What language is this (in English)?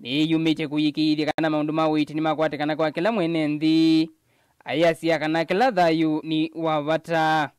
Kamba